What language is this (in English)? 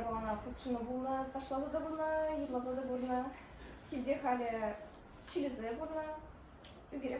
Chuvash